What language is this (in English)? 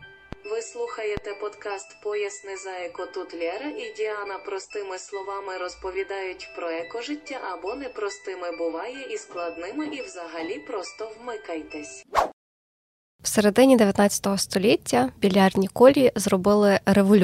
Ukrainian